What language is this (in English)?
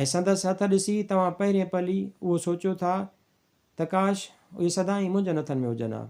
Sindhi